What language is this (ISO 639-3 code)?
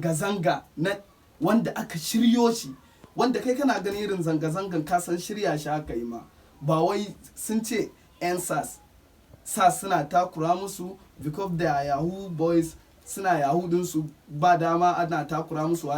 hau